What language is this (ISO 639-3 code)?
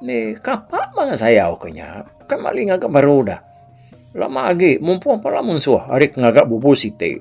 iba